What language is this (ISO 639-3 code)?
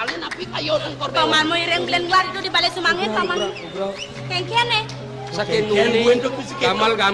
ban